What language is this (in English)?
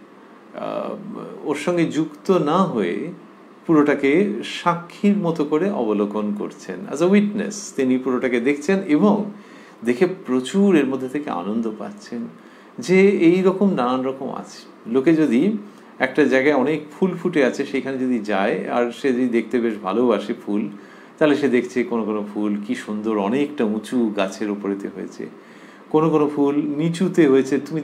Bangla